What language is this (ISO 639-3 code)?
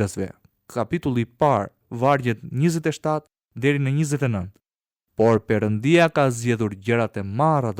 sqi